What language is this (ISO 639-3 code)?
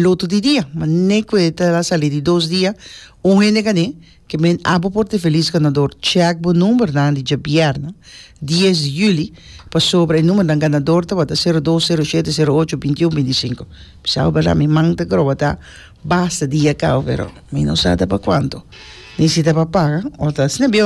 pap